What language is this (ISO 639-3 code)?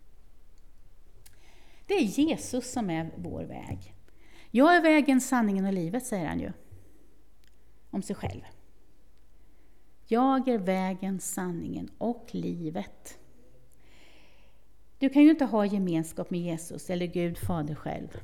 swe